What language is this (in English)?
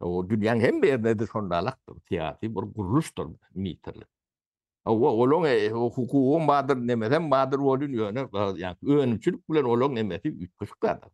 Turkmen